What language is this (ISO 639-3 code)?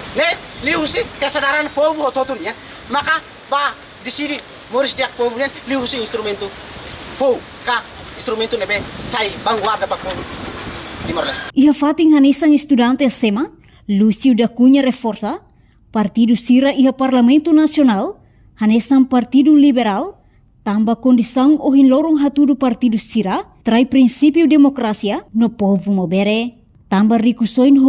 tet